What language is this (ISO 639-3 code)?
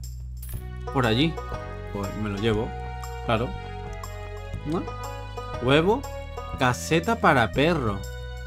spa